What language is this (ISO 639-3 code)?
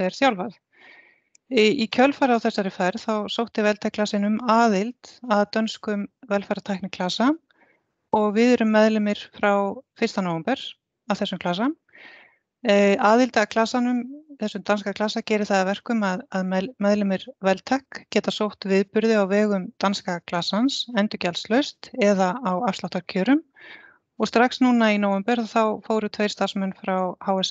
isl